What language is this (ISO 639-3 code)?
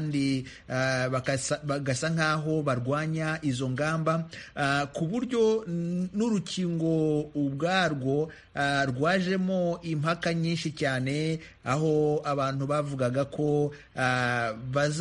kin